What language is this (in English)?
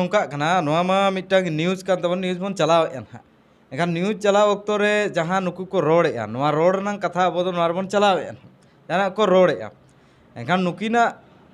Santali